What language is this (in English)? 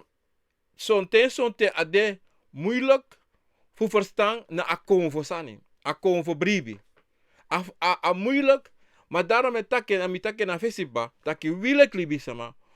Sranan Tongo